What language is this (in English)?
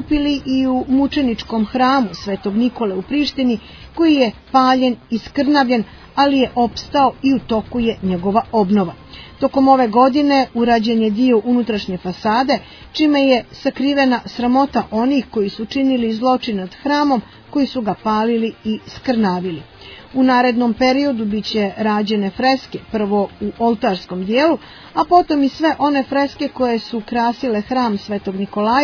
Serbian